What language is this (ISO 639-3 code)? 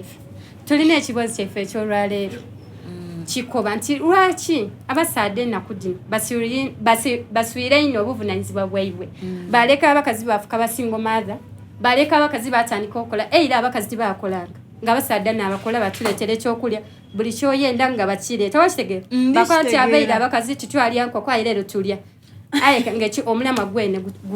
xog